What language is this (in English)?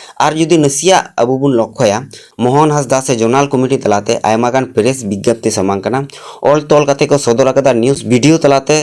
Santali